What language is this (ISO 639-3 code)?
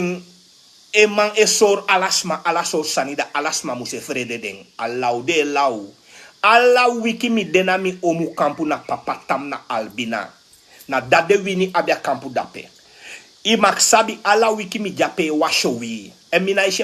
srn